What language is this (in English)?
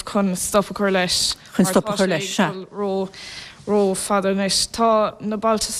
Irish